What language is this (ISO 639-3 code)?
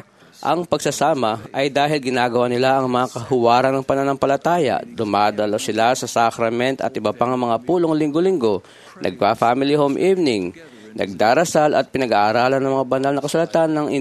fil